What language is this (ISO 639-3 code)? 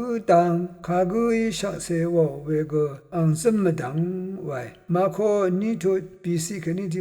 raw